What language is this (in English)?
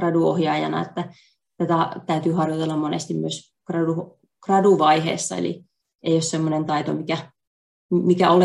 Finnish